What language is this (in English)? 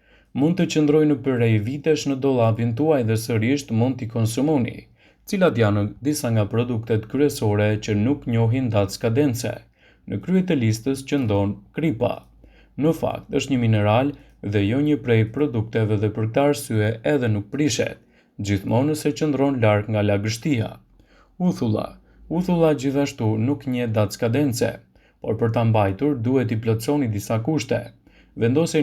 Albanian